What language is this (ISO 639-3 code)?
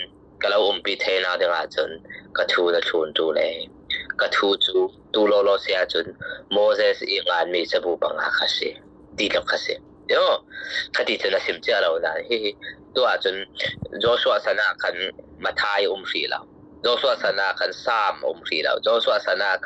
cfm